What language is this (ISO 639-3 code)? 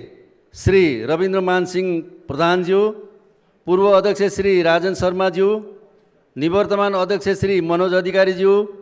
nep